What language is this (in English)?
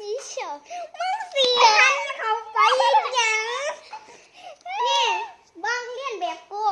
Lao